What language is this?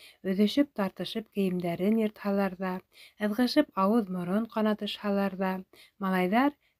Bashkir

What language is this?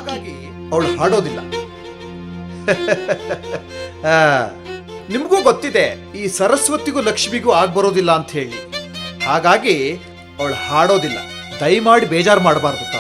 Kannada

